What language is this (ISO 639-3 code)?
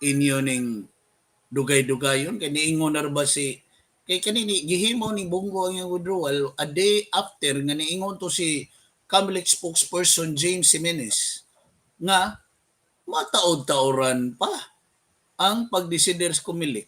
ceb